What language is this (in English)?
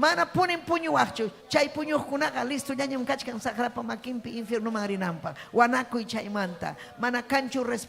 Ayacucho Quechua